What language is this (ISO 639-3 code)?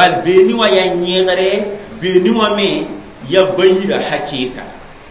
mos